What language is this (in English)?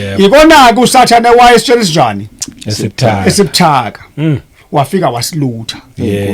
Zulu